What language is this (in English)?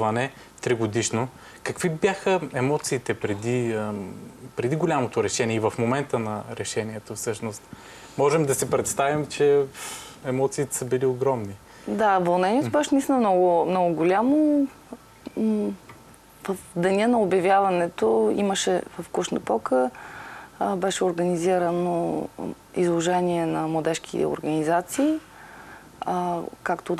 Bulgarian